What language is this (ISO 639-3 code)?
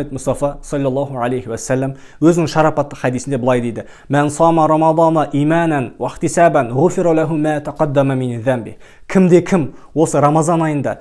kaz